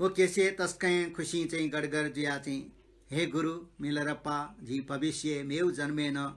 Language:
Newari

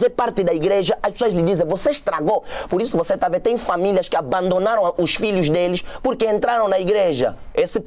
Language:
Portuguese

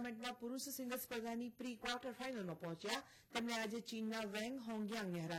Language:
Gujarati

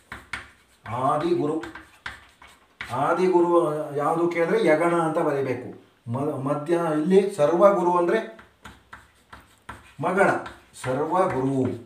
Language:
Kannada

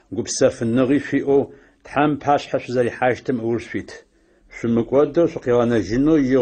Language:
Adyghe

